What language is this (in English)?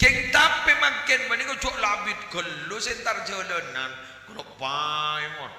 Madurese